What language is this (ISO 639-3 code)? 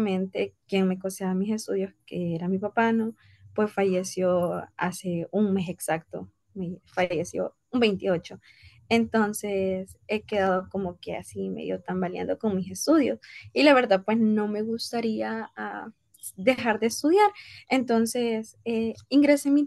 spa